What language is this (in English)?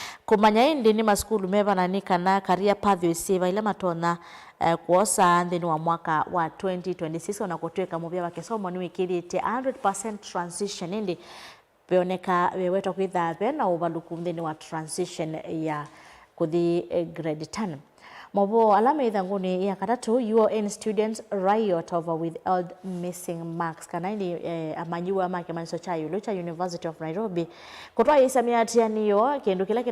Kamba